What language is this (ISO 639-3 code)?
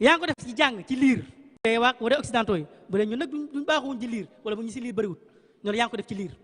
wol